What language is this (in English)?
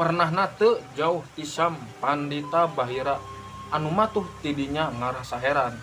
Sundanese